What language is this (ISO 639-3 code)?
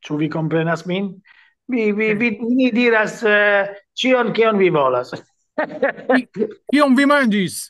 epo